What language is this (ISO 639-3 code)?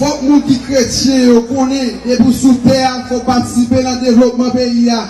hat